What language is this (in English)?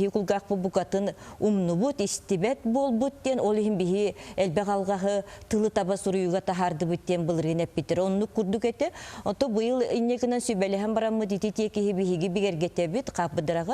Yakut